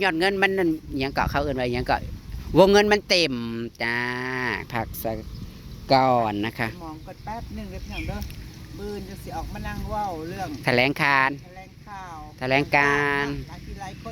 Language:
Northeastern Thai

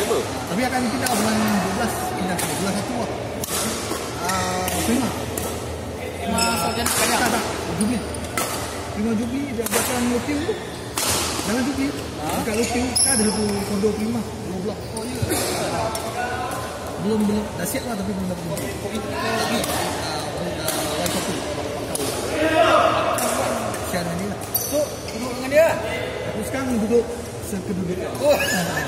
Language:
Malay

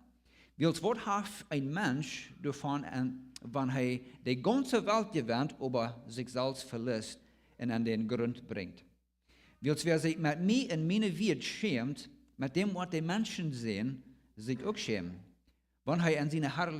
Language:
Plautdietsch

